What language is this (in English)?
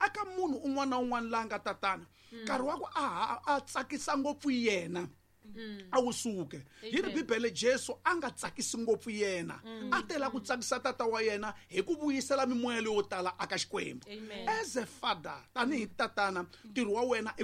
Tsonga